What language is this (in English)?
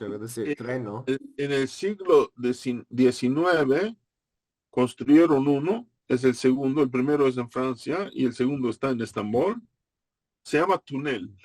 Ladino